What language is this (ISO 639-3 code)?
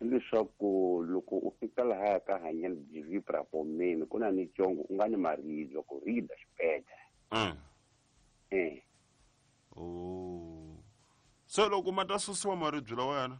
tso